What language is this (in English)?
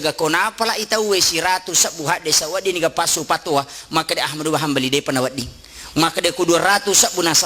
Buginese